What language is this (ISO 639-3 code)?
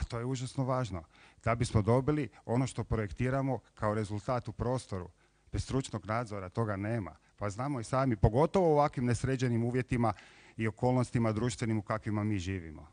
hrv